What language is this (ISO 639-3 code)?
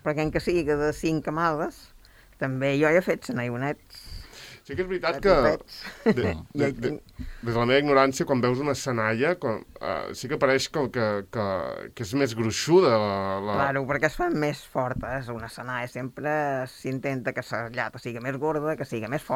cat